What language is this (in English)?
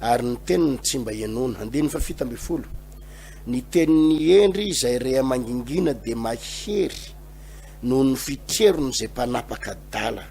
Malagasy